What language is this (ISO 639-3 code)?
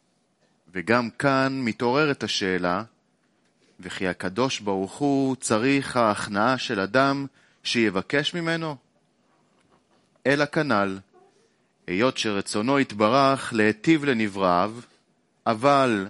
heb